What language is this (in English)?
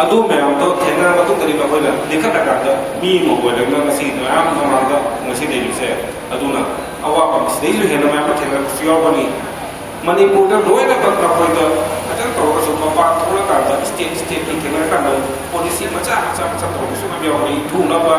Manipuri